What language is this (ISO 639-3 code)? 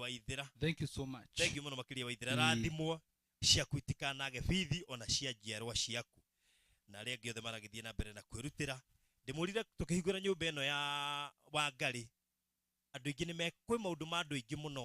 kik